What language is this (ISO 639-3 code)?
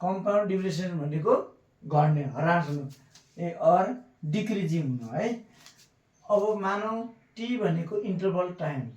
nep